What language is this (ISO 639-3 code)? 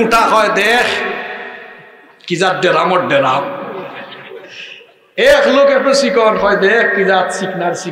ben